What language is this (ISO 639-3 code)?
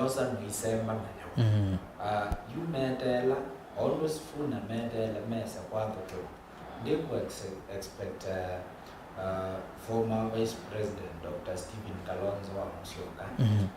kam